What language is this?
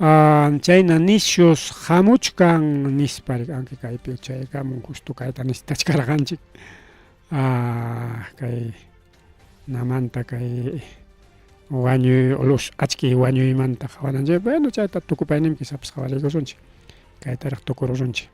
Ayacucho Quechua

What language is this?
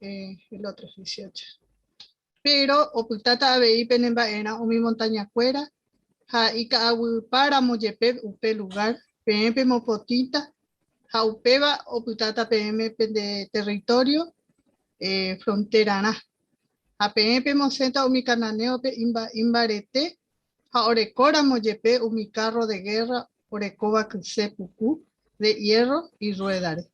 Guarani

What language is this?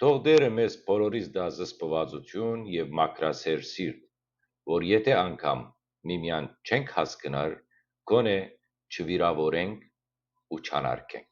Western Armenian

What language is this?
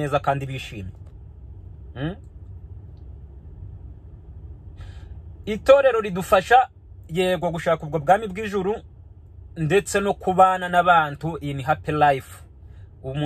Kinyarwanda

